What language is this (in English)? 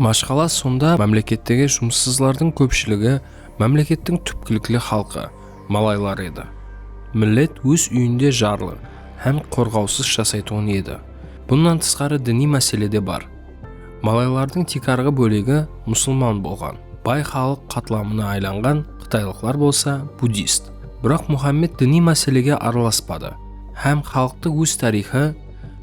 Kara-Kalpak